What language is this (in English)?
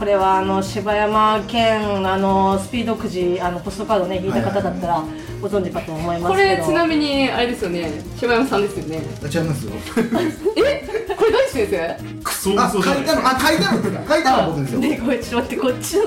Japanese